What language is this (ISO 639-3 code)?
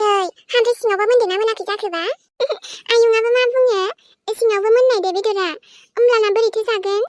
brx